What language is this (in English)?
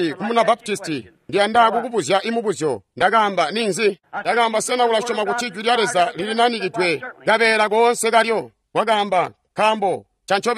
Tonga (Zambia)